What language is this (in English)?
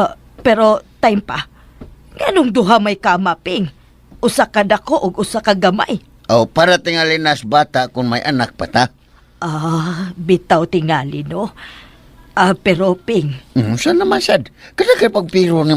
Cebuano